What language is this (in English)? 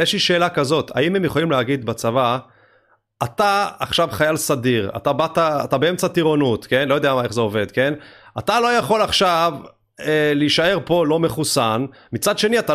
Hebrew